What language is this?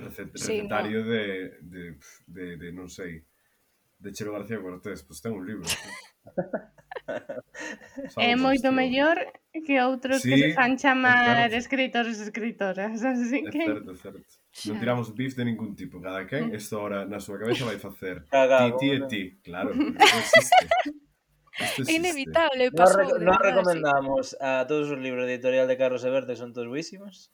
Galician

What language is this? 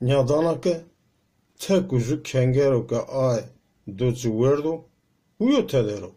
Zaza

